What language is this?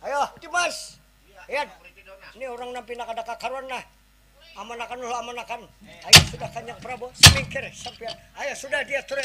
Banjar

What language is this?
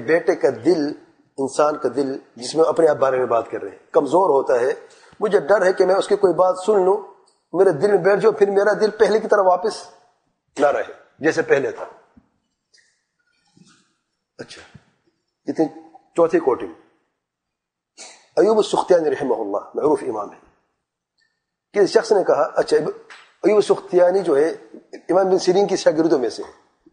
Urdu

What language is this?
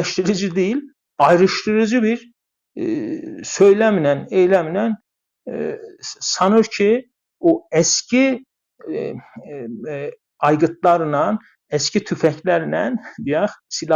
South Azerbaijani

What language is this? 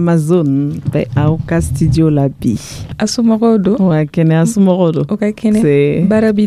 Dyula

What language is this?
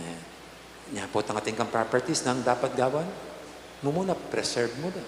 Pampanga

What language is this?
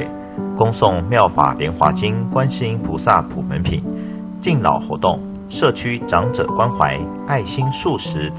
Chinese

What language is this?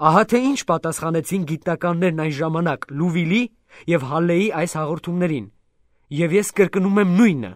Armenian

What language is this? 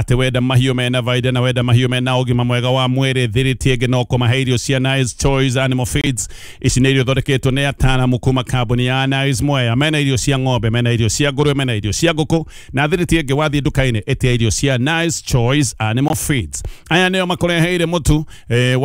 Kikuyu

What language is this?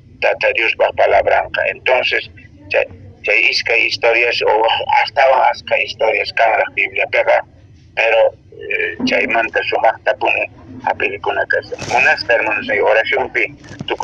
Quechua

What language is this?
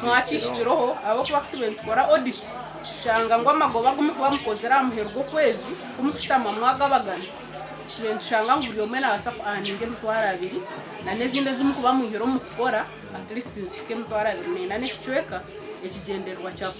Nyankole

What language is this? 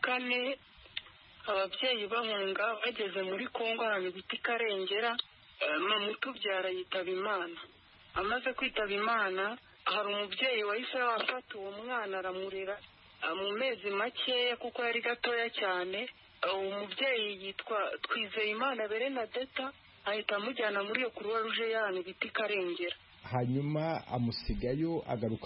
Kinyarwanda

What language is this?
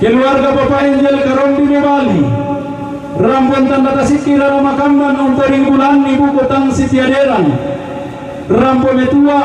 Toraja-Sa'dan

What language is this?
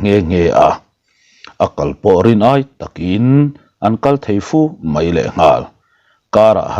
Mizo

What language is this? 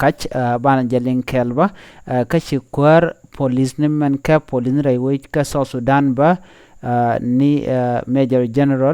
Nuer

